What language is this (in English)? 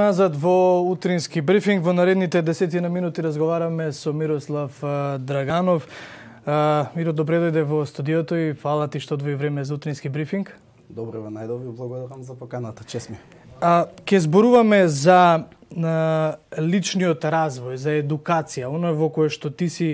Macedonian